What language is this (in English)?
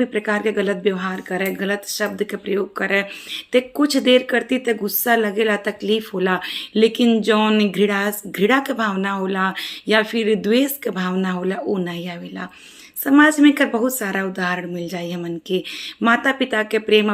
Bhojpuri